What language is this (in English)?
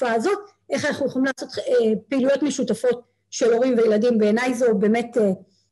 Hebrew